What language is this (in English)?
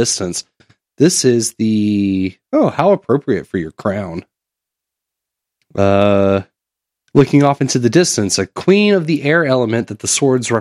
English